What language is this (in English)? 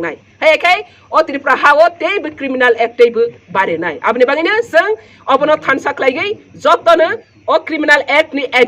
Kok Borok